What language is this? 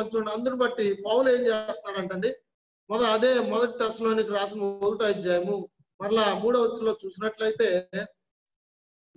Telugu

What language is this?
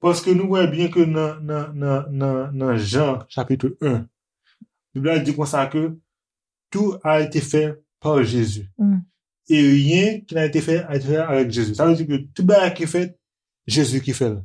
Haitian Creole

